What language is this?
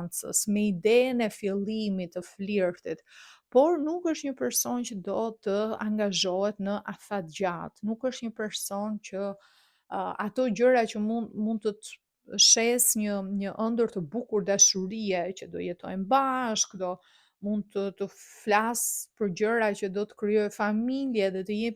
Albanian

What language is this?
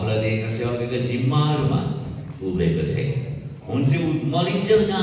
Nepali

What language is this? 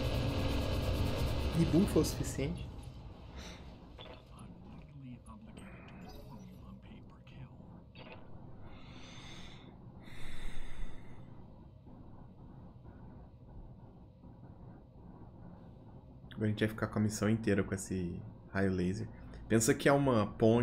Portuguese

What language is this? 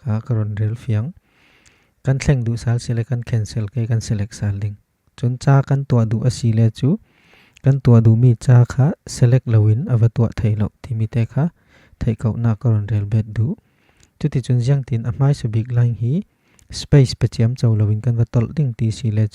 Falam Chin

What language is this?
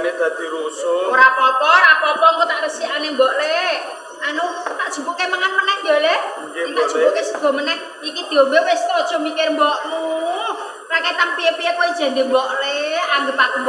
Javanese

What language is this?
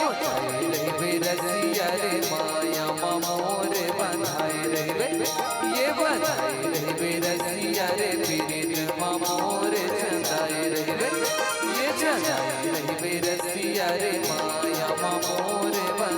Chhattisgarhi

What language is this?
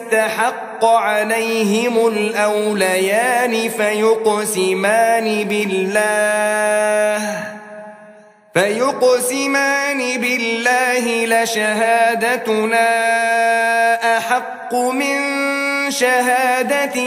Arabic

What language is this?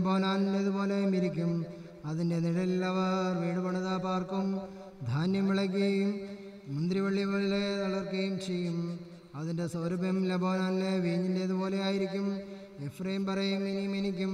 Malayalam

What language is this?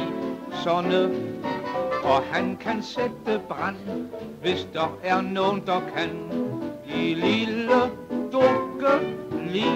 Danish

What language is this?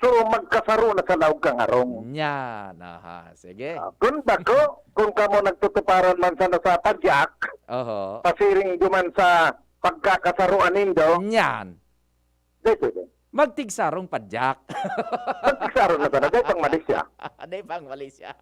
Bikol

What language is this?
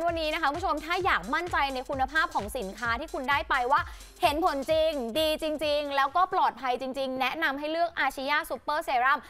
Thai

